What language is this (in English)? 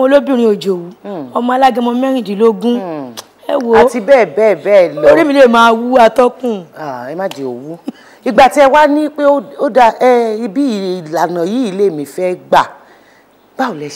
Yoruba